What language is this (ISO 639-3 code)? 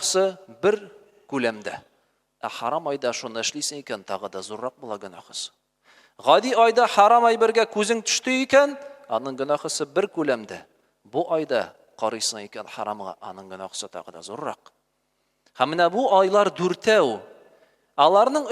tat